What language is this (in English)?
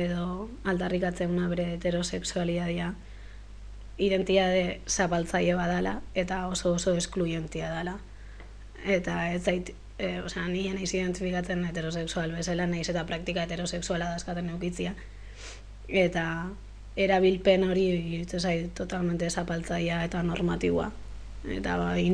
Basque